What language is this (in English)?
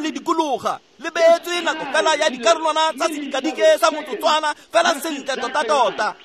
Tswana